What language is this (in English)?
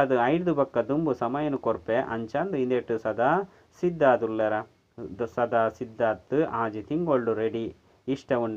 Tulu